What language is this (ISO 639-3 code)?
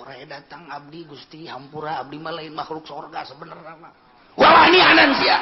sun